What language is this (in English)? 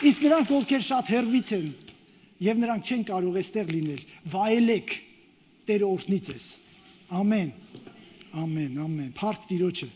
Armenian